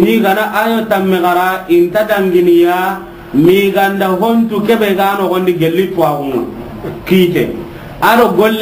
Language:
Soninke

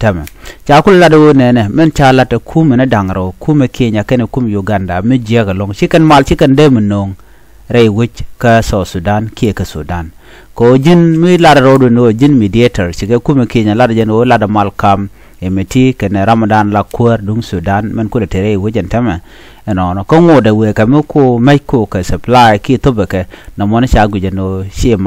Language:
Nuer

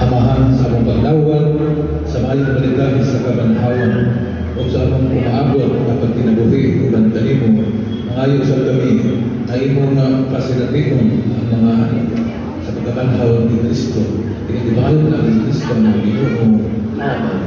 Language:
Cebuano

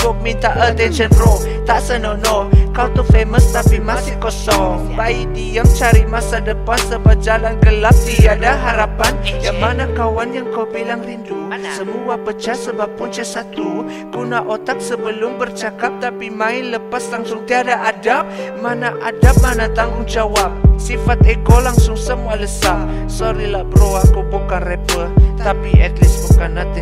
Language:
Malay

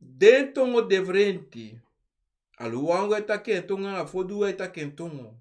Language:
Sranan Tongo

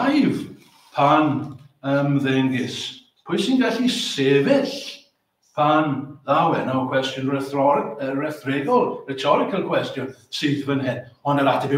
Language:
Welsh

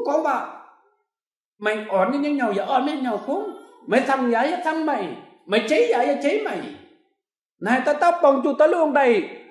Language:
Kim Mun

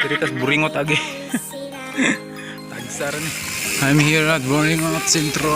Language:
Cebuano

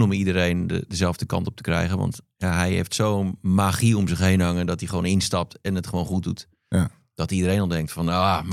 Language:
Dutch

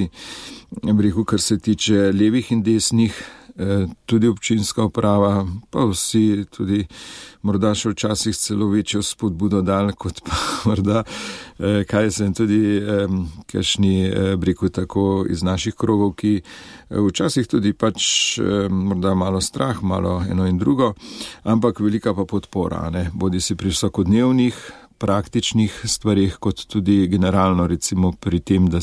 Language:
Slovenian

